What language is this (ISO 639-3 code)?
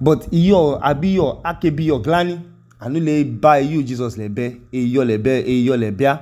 idu